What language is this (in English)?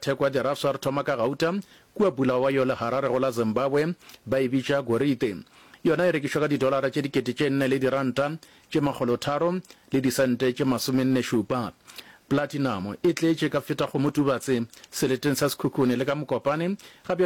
Northern Sotho